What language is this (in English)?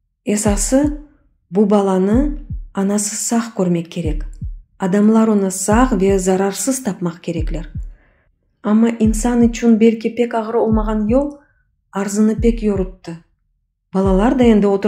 Crimean Tatar